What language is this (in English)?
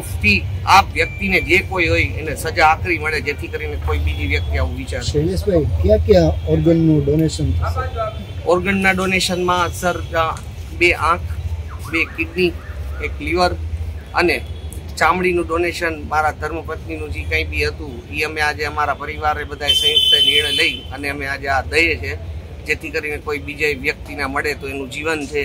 Gujarati